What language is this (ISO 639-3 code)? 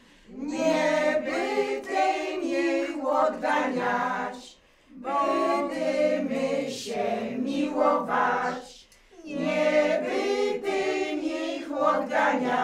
pol